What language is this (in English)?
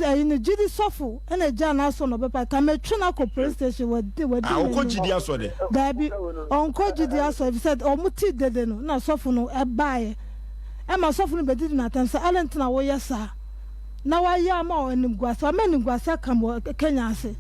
Akan